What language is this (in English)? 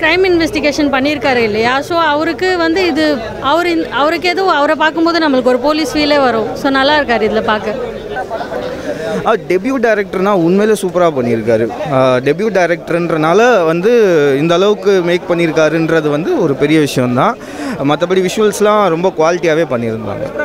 Tamil